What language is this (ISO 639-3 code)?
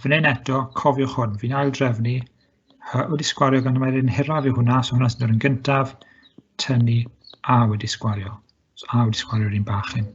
cym